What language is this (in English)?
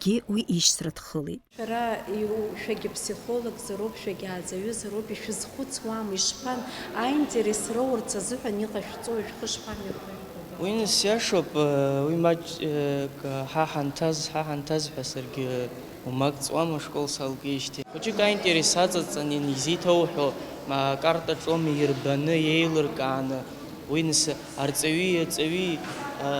Abkhazian